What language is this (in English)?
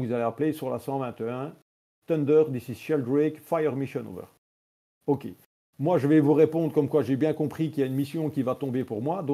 French